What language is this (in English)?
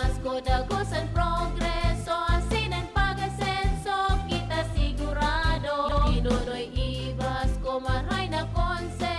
Bikol